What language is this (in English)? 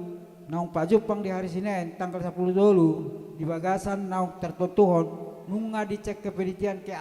Batak Toba